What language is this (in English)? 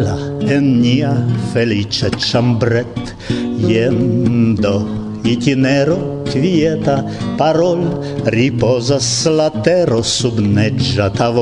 Esperanto